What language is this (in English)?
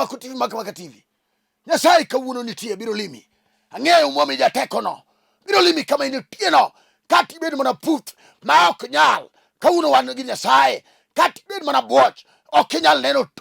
Luo (Kenya and Tanzania)